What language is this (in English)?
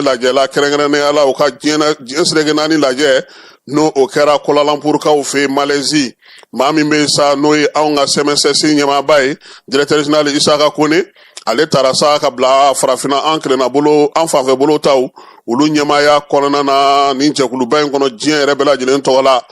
Bambara